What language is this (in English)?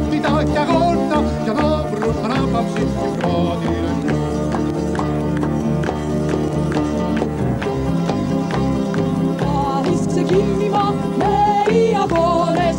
Greek